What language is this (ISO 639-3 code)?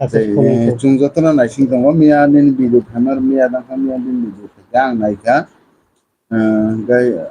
trp